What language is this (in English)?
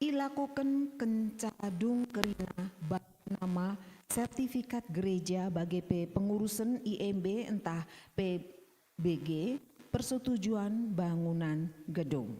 Batak Karo